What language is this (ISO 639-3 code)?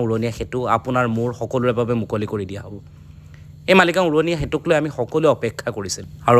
asm